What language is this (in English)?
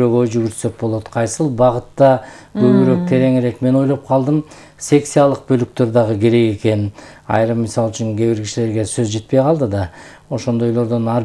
Kyrgyz